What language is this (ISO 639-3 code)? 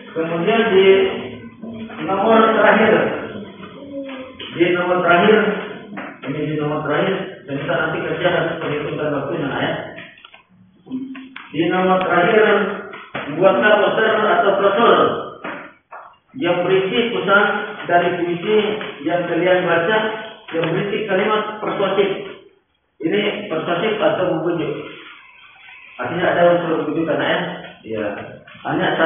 ind